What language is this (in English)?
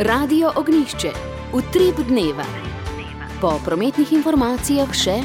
Slovenian